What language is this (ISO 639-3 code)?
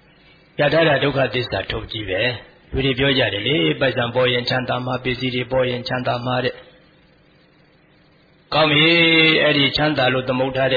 mya